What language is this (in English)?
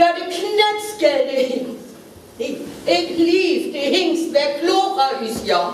Northern Frisian